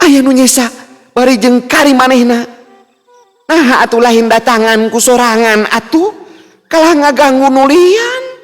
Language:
Sundanese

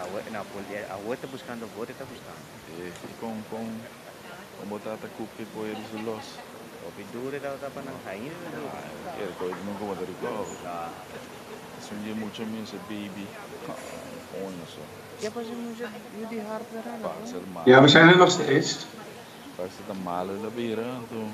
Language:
Papiamento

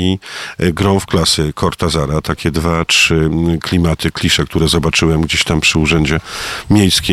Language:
Polish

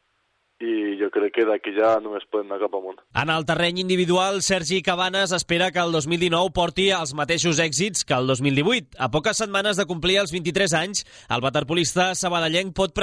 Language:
Catalan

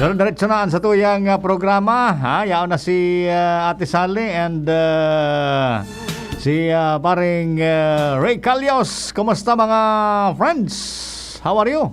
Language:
Bikol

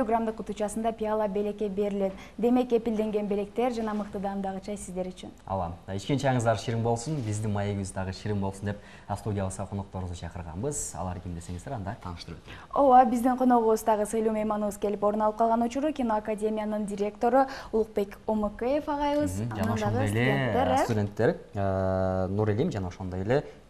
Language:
Kyrgyz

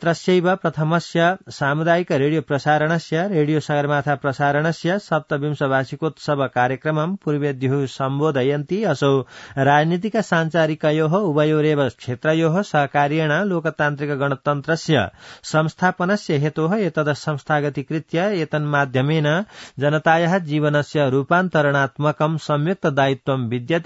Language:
Sanskrit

